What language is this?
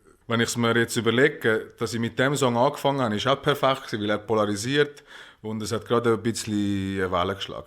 Swiss German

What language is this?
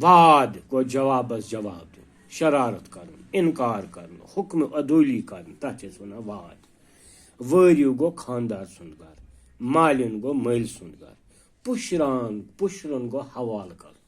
Kashmiri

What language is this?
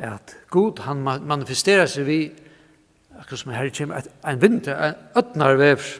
Faroese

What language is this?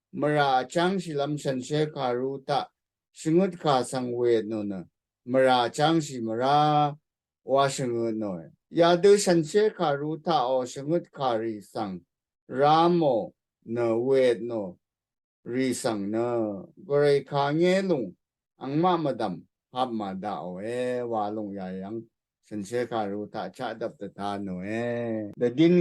Rawang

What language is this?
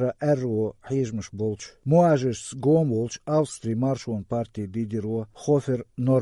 Chechen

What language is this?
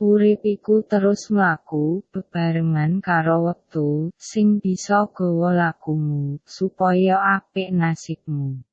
Javanese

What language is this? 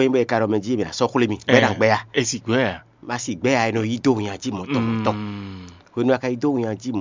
Fon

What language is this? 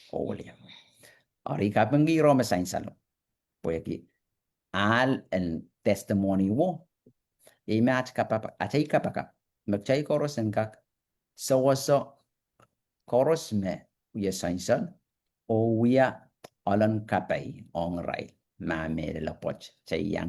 Pohnpeian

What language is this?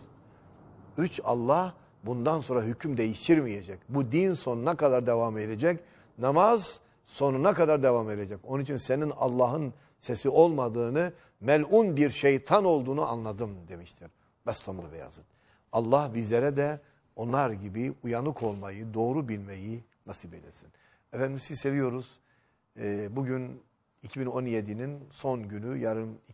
Turkish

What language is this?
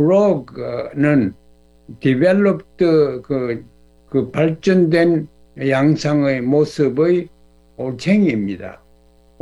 Korean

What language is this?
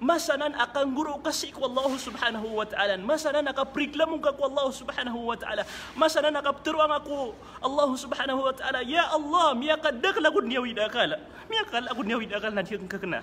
Maranao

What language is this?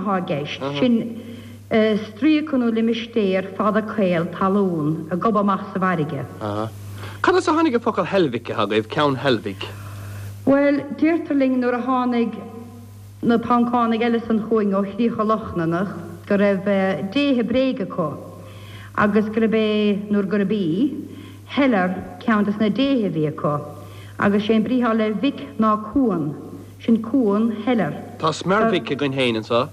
Irish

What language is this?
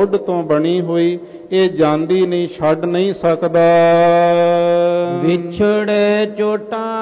Punjabi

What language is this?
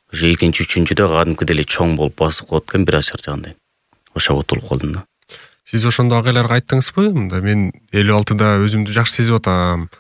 Kyrgyz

